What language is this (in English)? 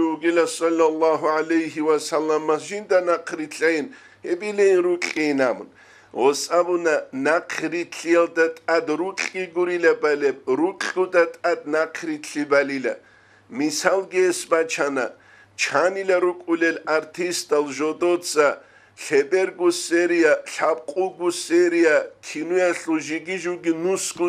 Avaric